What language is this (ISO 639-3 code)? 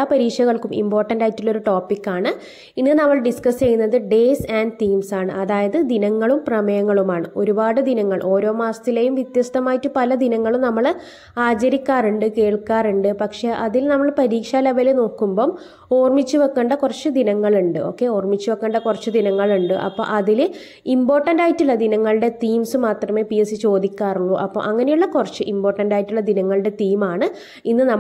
mal